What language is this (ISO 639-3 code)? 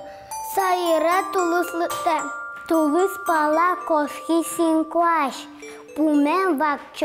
udm